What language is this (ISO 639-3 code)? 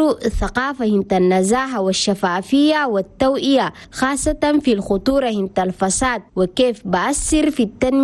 shu